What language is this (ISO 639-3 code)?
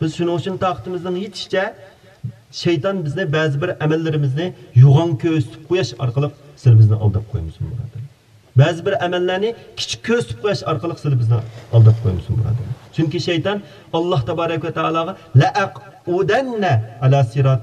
uig